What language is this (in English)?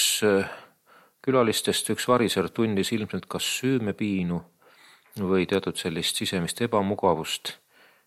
Estonian